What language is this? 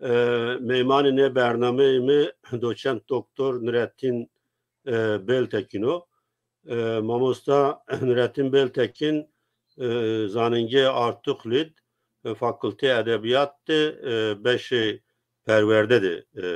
Zaza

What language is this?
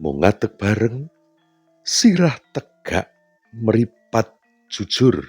Javanese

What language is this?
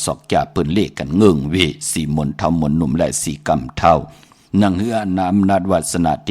Shan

